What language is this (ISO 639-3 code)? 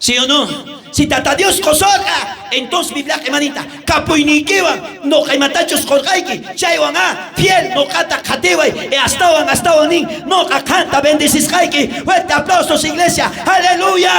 quh